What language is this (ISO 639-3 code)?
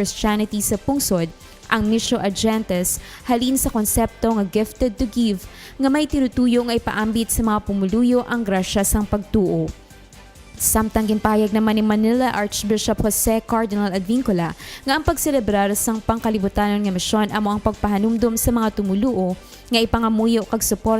hil